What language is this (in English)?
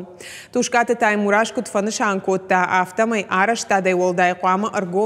Ossetic